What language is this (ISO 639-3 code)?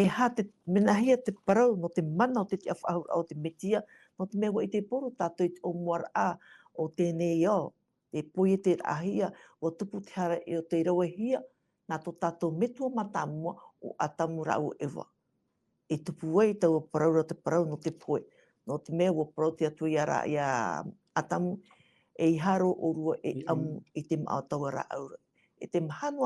tah